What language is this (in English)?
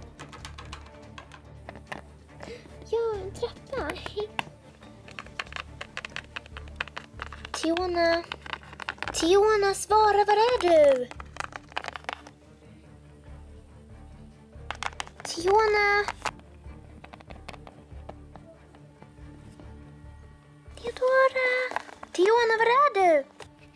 Swedish